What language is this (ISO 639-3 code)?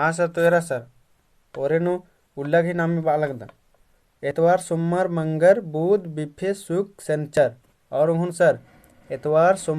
kru